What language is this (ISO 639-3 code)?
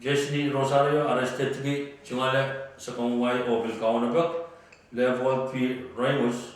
pon